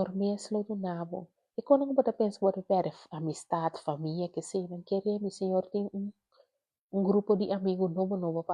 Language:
Papiamento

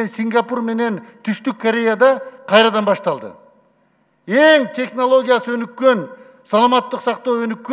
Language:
Kyrgyz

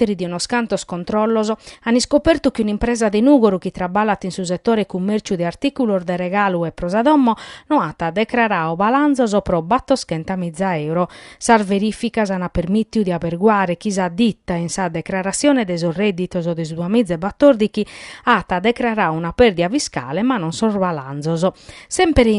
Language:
Sardinian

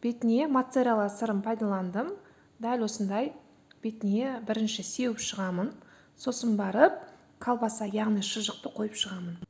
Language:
Kazakh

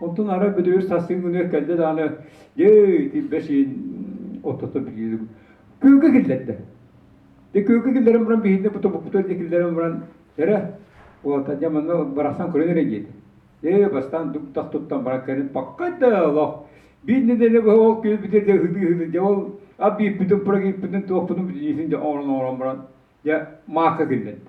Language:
Yakut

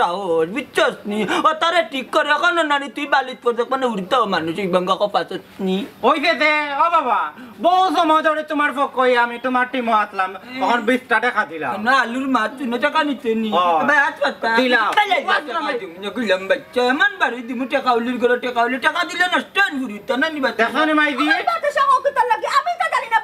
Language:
Sylheti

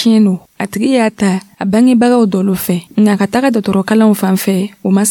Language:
Dyula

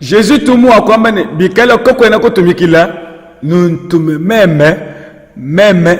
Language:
Luba-Lulua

